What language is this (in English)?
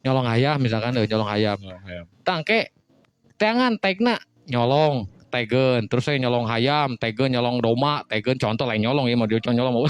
Sundanese